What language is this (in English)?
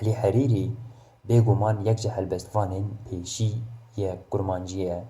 Kurdish